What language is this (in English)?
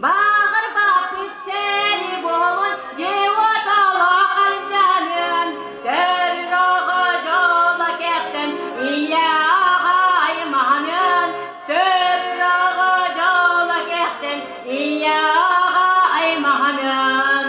Yakut